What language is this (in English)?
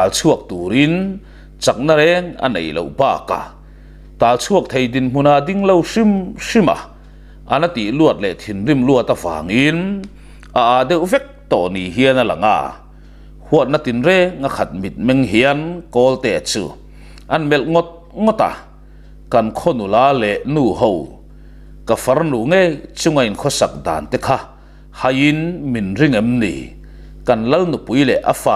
Mizo